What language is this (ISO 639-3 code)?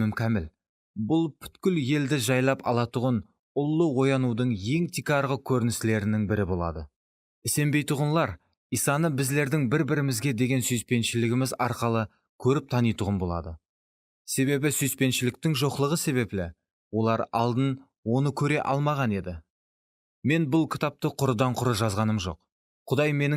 kaa